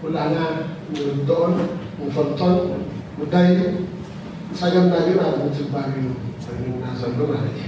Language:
Tigrinya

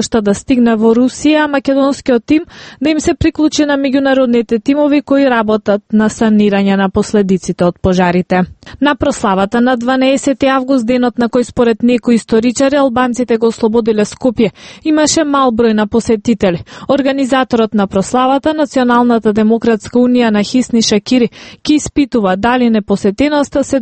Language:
Macedonian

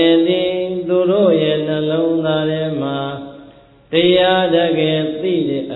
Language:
Burmese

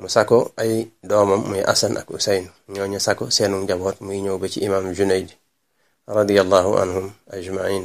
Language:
Wolof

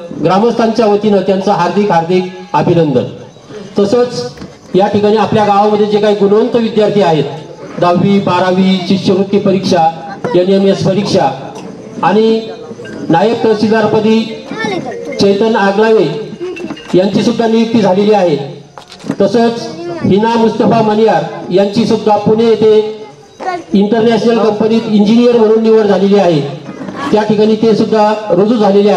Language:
Marathi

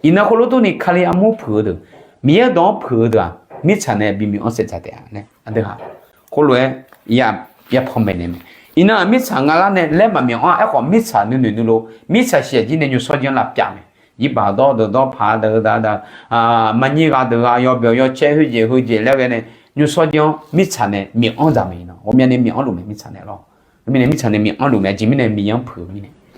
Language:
Akha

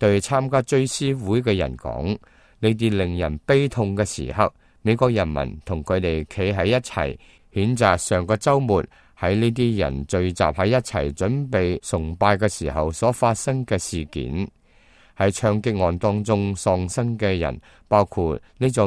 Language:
Cantonese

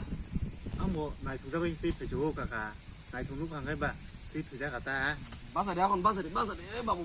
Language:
Kok Borok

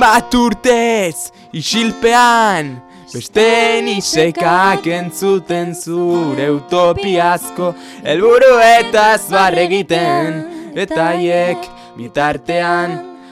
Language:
Basque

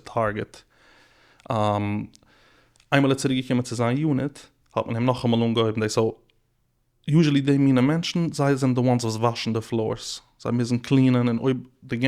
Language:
Yiddish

